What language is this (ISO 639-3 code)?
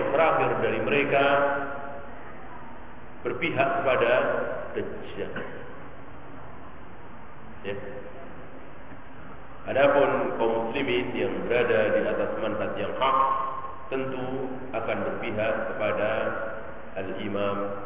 ind